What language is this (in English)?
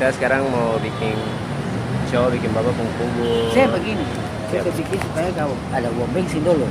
Ambonese Malay